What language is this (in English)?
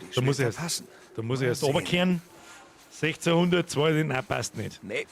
Bavarian